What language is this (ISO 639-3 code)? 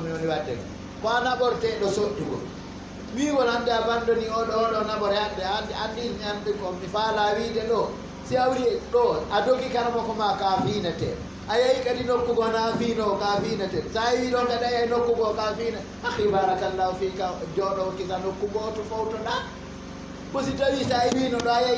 ful